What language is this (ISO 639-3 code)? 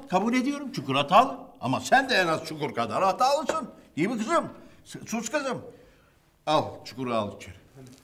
tur